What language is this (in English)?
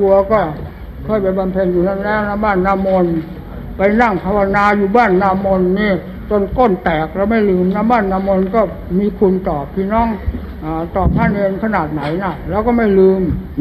Thai